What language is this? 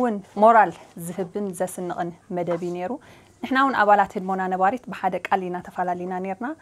Tigrinya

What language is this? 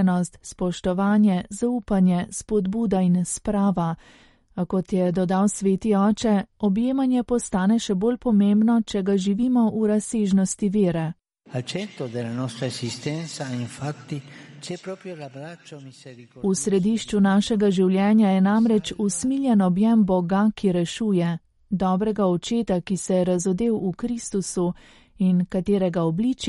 Slovenian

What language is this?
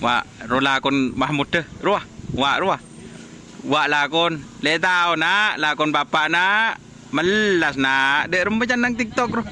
Madurese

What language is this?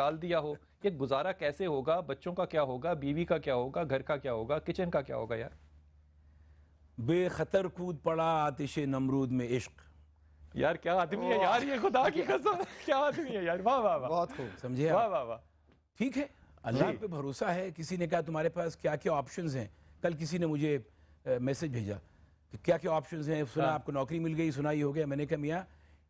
Urdu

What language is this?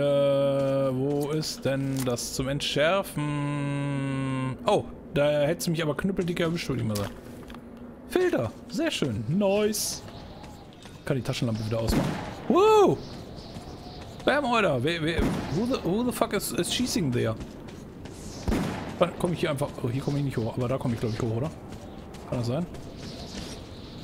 German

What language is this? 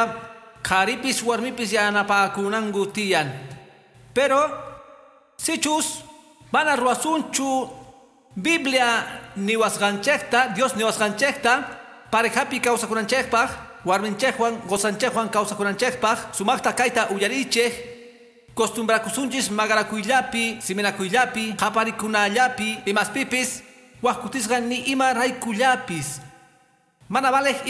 Quechua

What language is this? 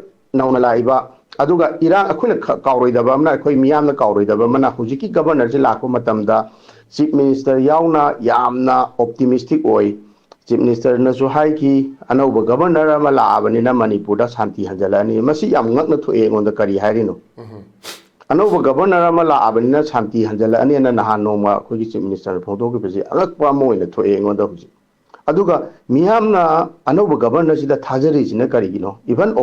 Manipuri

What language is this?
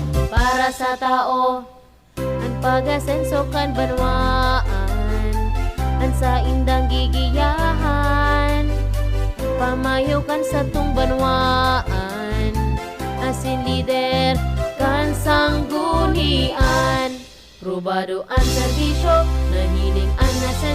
Bikol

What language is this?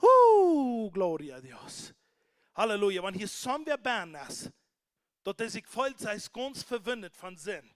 Plautdietsch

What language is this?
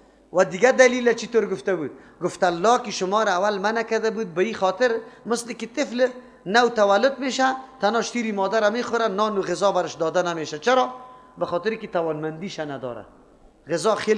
Persian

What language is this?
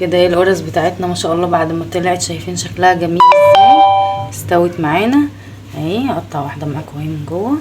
Egyptian Arabic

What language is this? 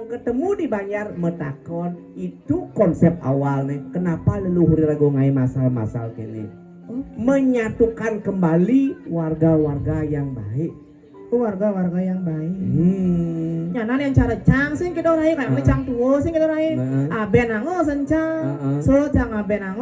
Balinese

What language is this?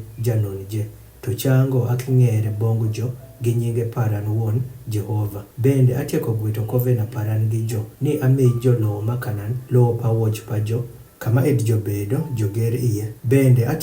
Adhola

